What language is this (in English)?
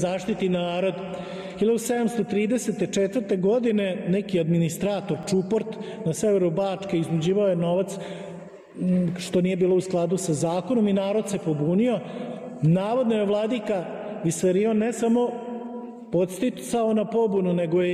Serbian